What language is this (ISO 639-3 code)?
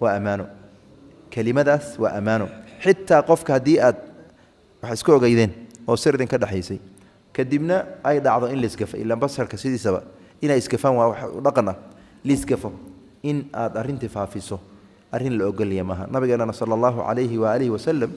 som